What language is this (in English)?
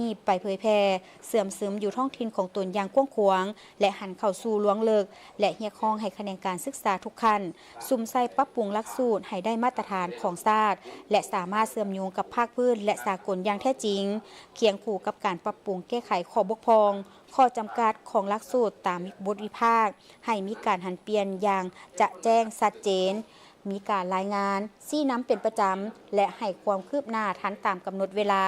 Lao